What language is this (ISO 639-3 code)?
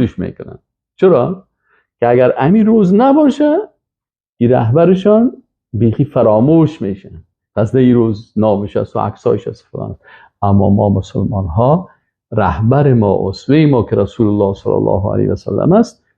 fas